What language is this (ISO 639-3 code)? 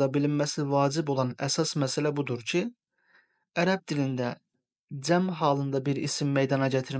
aze